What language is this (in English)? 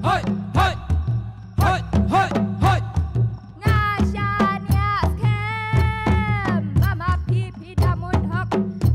Khasi